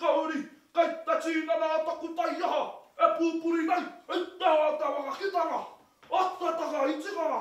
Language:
Māori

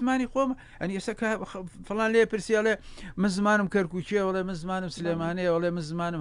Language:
Central Kurdish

